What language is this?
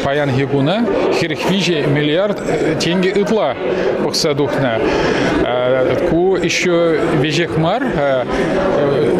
Chuvash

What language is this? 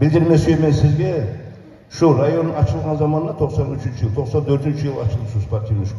Kumyk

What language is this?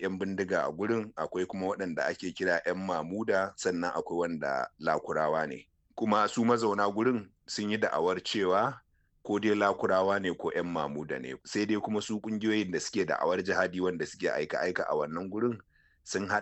Hausa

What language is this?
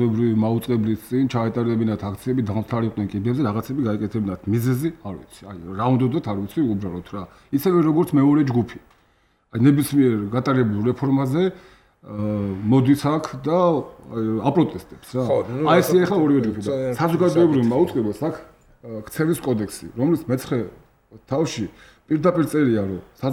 Georgian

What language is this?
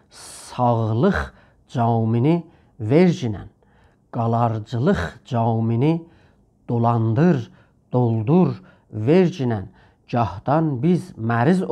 South Azerbaijani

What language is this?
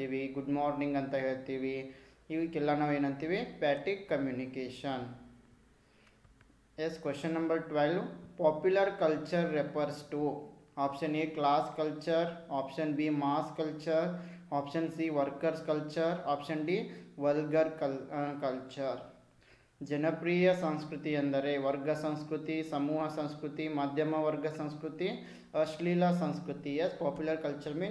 Kannada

